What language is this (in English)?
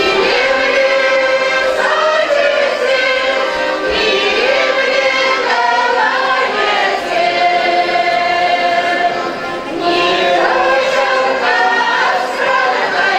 Chuvash